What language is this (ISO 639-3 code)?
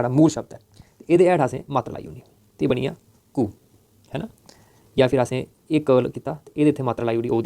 doi